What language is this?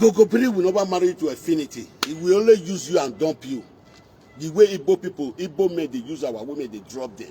Nigerian Pidgin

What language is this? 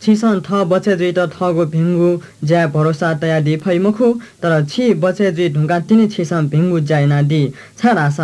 Newari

